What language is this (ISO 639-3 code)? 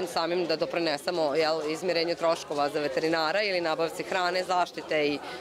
srp